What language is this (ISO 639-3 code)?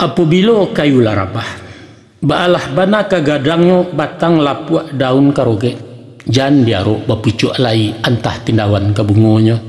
min